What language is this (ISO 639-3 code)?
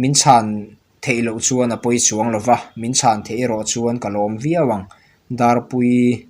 lus